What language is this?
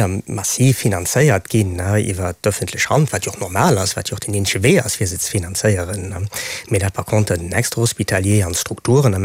Luxembourgish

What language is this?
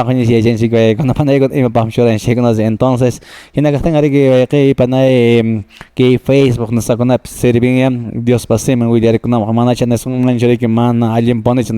Quechua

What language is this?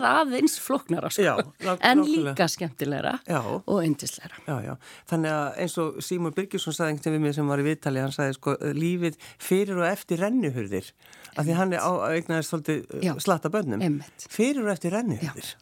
Icelandic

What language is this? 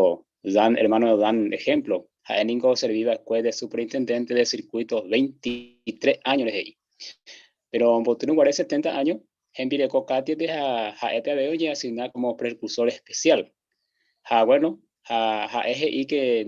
Guarani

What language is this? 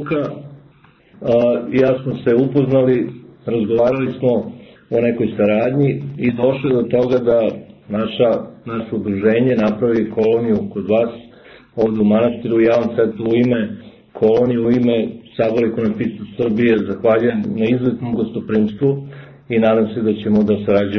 Serbian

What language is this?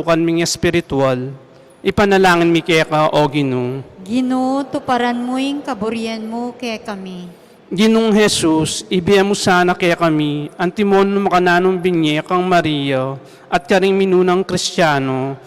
Pampanga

